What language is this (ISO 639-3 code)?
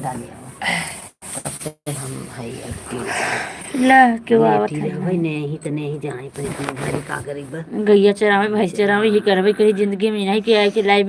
awa